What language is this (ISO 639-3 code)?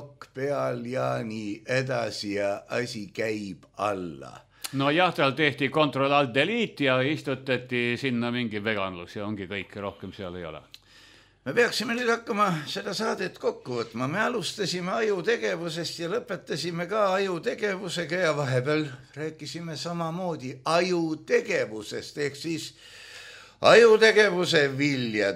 est